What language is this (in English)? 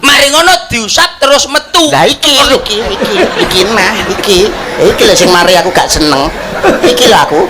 Javanese